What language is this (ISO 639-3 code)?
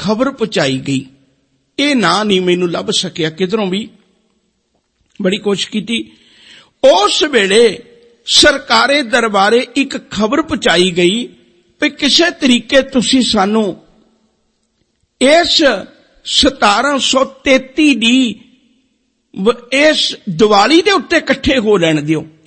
pan